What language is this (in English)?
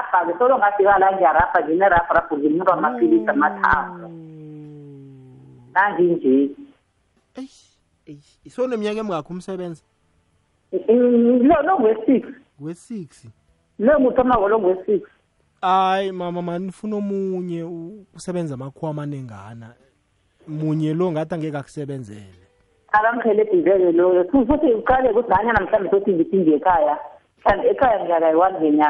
South Ndebele